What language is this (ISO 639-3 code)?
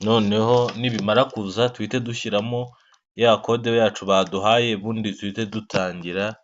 kin